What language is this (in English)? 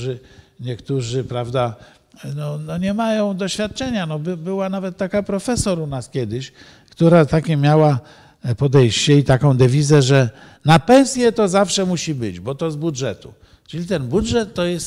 Polish